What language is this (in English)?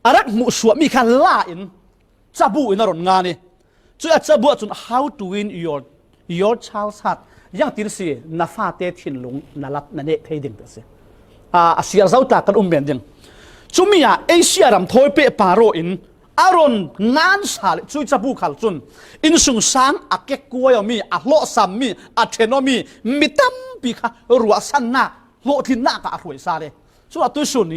Falam Chin